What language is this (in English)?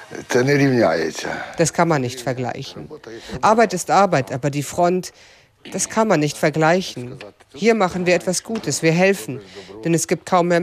German